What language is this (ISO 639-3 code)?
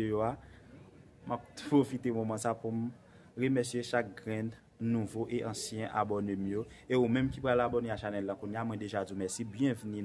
hat